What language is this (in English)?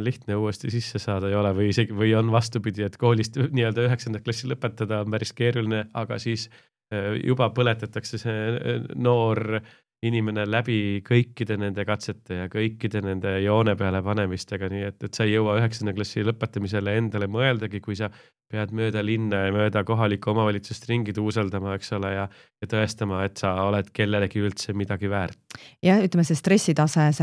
Estonian